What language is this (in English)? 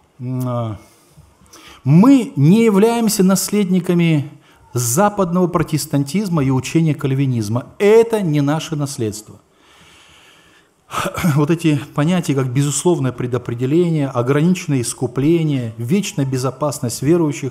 Russian